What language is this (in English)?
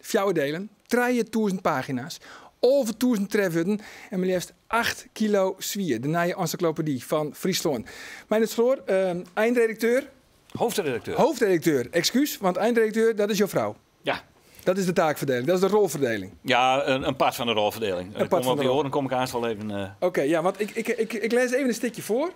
Western Frisian